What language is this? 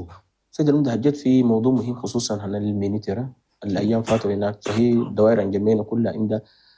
Chadian Arabic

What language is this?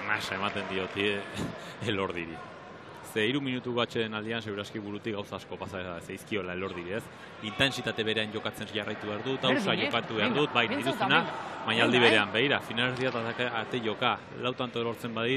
Basque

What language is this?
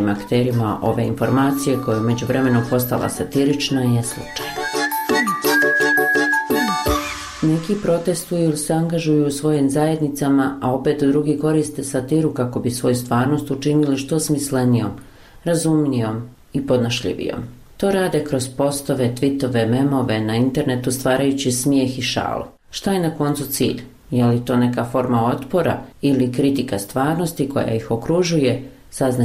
Bosnian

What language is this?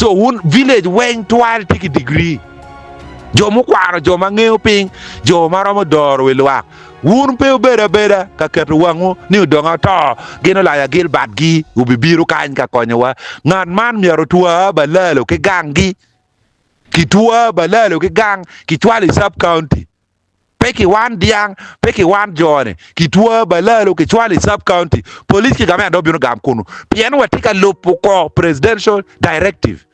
Acoli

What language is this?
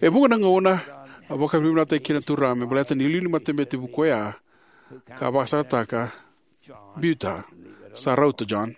Fijian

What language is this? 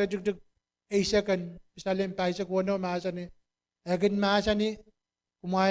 Pohnpeian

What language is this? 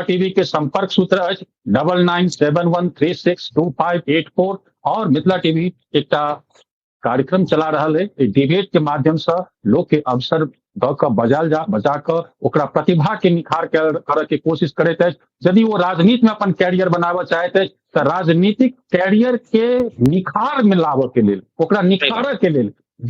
Maithili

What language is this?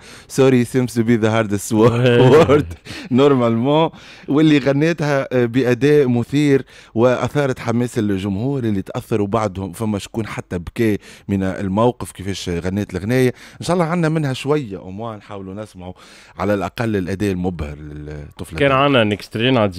Tunisian Arabic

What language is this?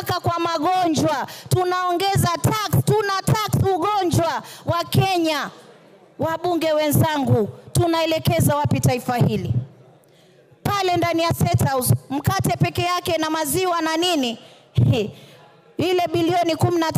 Swahili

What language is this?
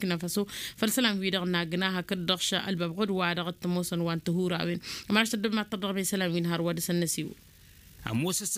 Tamasheq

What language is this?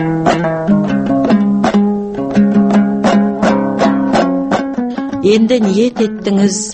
Kazakh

